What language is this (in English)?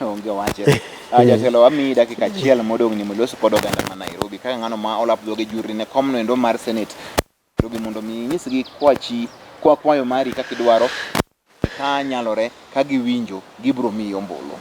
Luo (Kenya and Tanzania)